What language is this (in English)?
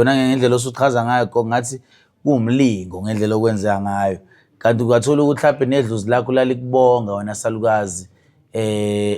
Zulu